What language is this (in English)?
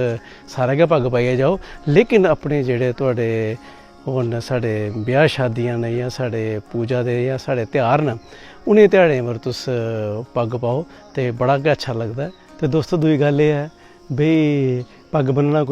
Dogri